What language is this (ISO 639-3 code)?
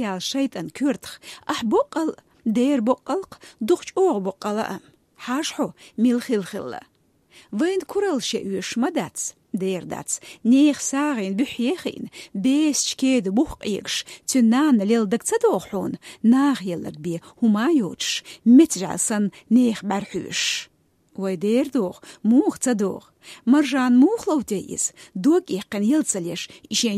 che